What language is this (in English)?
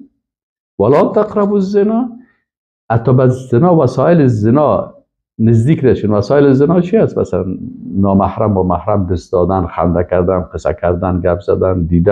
Persian